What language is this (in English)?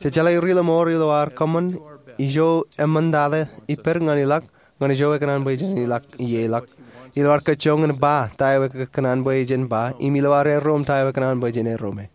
Marshallese